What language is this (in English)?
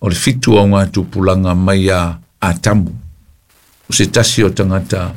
Samoan